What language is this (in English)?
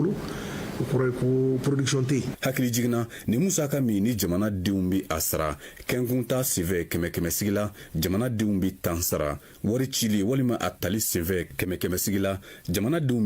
Bambara